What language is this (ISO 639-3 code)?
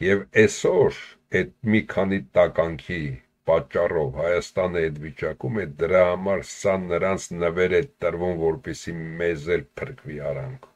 hye